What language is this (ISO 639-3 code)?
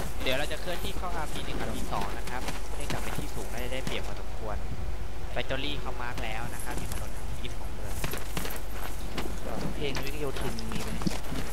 tha